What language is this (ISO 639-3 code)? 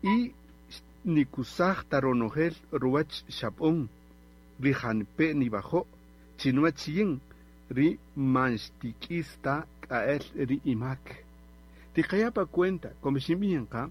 cak